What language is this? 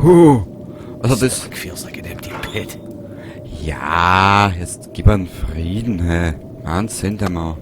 Bavarian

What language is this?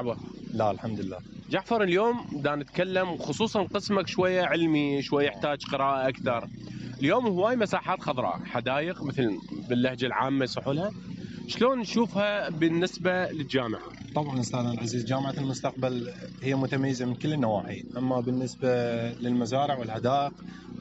Mesopotamian Arabic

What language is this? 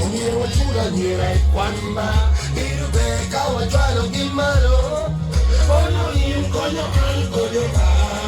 Acoli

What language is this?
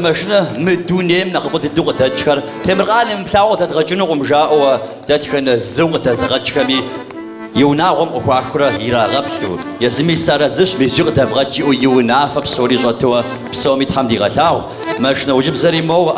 Kabardian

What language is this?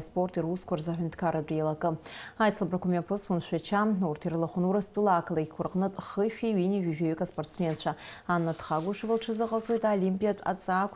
Abkhazian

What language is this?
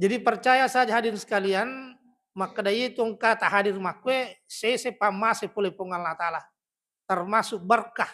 Buginese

